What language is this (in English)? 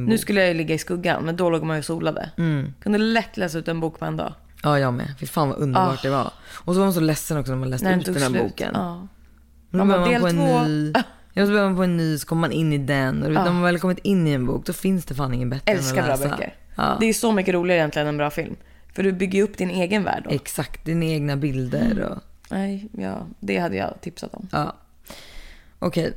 Swedish